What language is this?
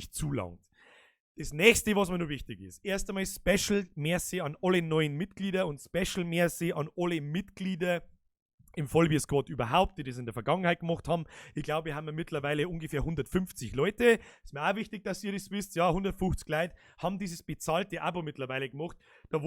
Bavarian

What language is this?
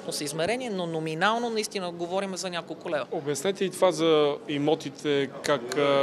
Bulgarian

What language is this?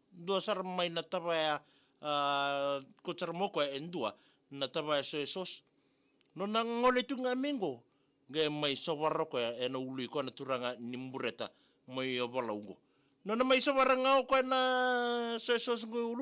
Fijian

